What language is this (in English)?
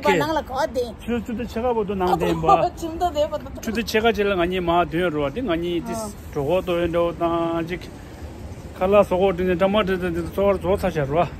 Tibetan